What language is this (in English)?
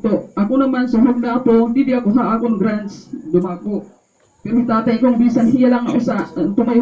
Waray